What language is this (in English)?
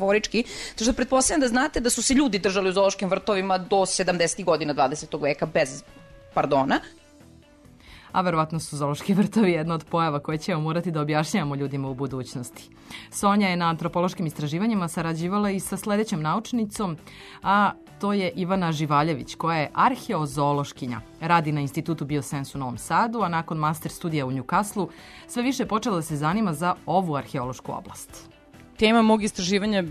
Serbian